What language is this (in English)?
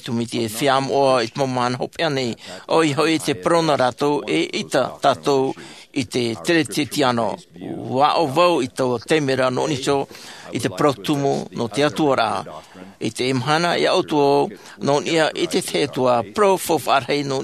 Tahitian